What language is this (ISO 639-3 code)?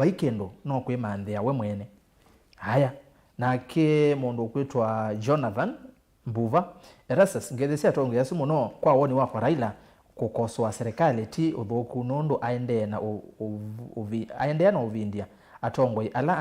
kam